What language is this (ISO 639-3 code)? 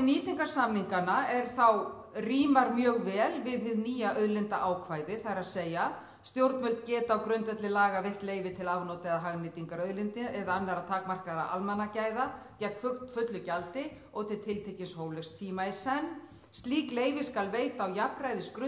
isl